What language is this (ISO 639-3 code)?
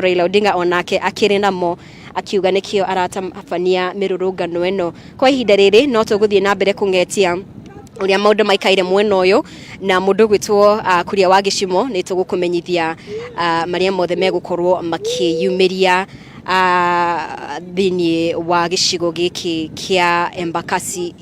kik